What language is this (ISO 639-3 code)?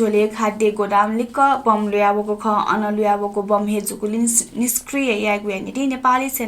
new